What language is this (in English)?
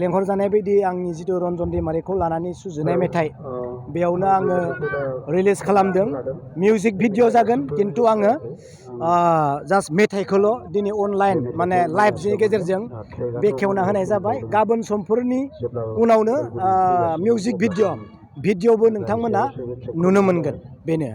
Bodo